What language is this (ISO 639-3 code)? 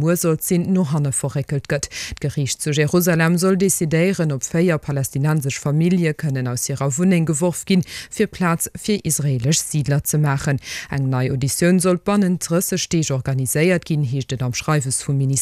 ltz